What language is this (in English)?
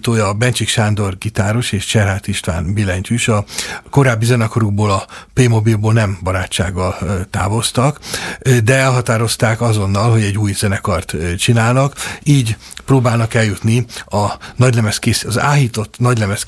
Hungarian